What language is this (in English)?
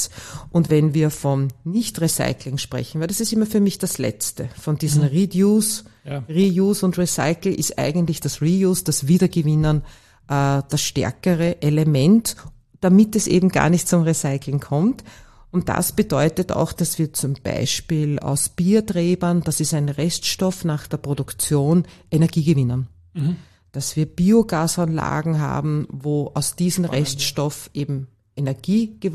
German